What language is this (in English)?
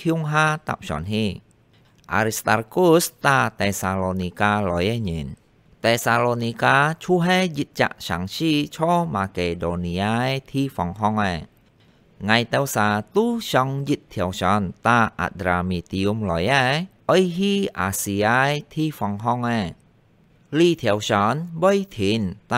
Hakka Chinese